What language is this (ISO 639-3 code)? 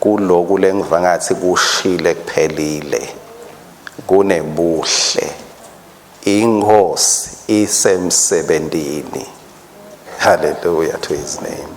ssw